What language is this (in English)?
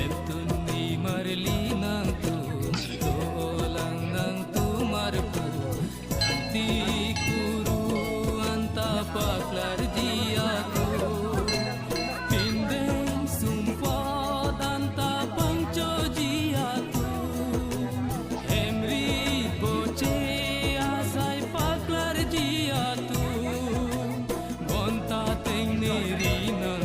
Karbi